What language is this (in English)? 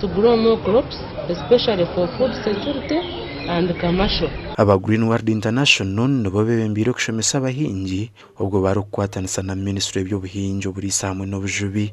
Nyankole